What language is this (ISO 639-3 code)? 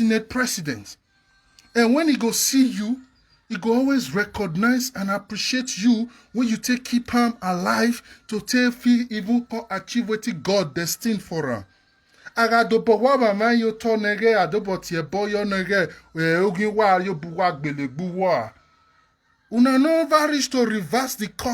pcm